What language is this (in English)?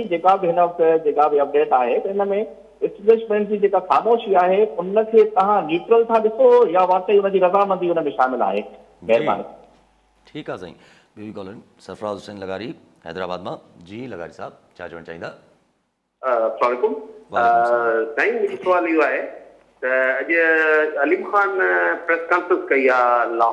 Sindhi